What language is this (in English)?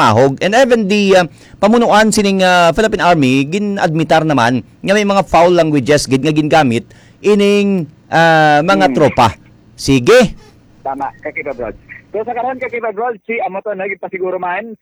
Hiligaynon